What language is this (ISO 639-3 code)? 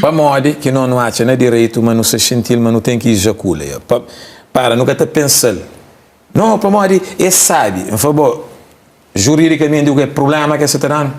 kea